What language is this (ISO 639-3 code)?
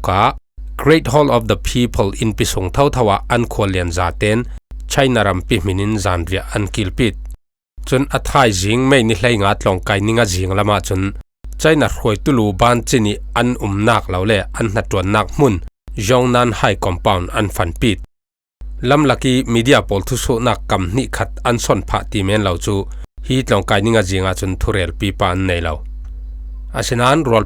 cfm